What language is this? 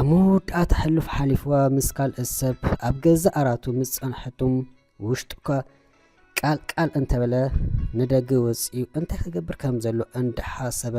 Tigrinya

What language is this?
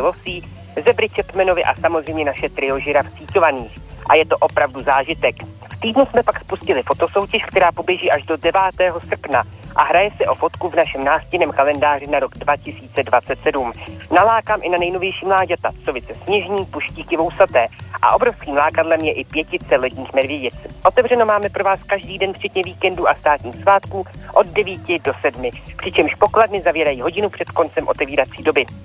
Czech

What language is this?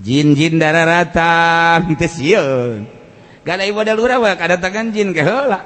Sundanese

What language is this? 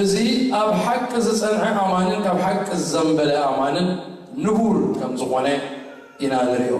Tigrinya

